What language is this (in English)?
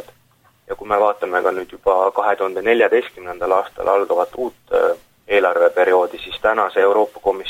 Estonian